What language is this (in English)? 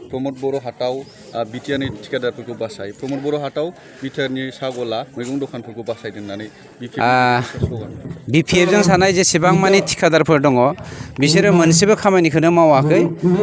Bodo